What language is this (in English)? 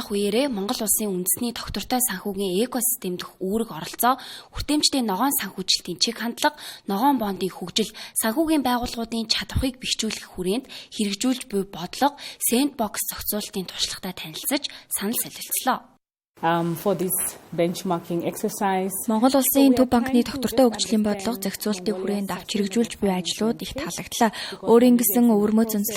Mongolian